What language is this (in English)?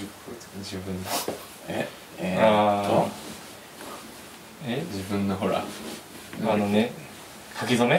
Japanese